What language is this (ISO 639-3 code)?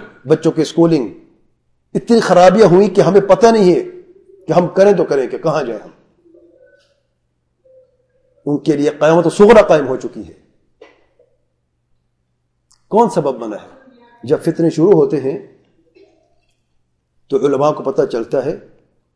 urd